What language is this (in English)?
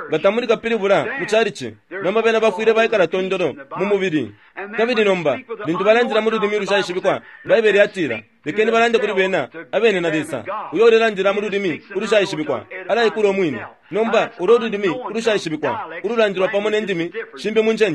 Bemba